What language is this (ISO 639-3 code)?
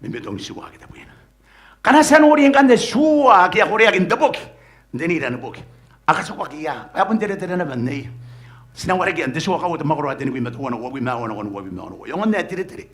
gil